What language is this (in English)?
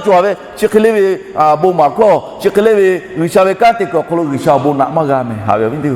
Lahu